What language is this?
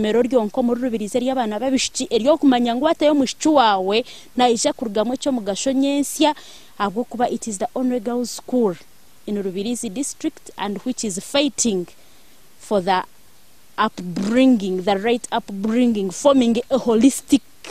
Nyankole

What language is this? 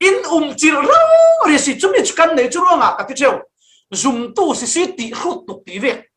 Falam Chin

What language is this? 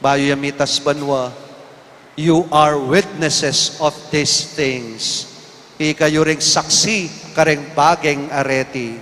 Pampanga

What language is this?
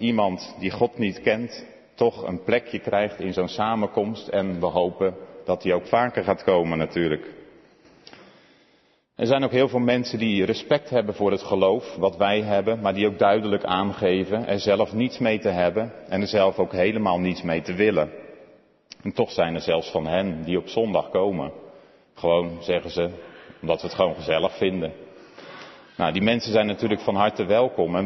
Dutch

